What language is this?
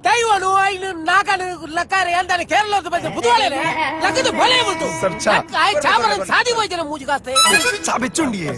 Tulu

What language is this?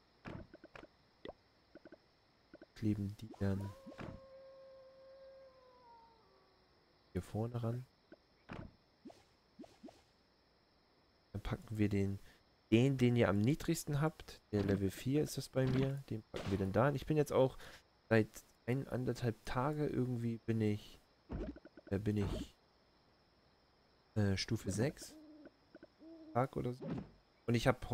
German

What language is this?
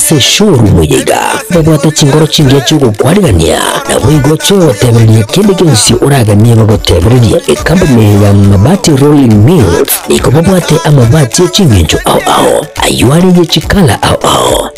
Gusii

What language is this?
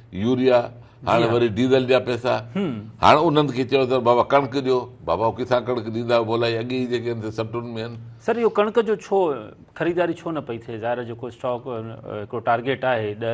Sindhi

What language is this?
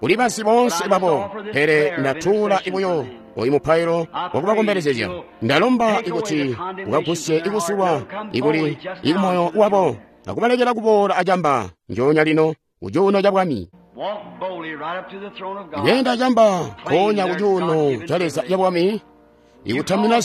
Tonga (Zambia)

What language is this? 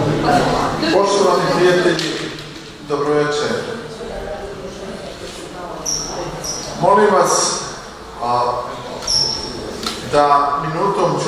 Serbian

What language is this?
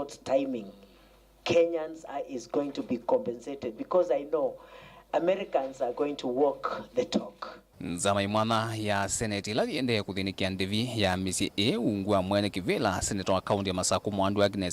Kamba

